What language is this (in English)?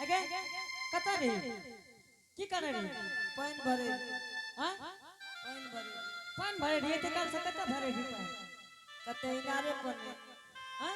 Angika